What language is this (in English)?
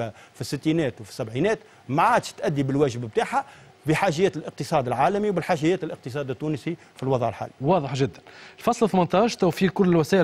Tunisian Arabic